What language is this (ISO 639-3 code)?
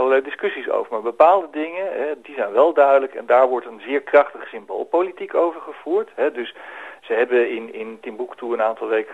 nld